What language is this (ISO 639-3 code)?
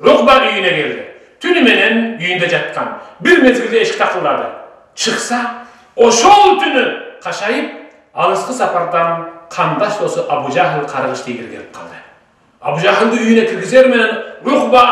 kir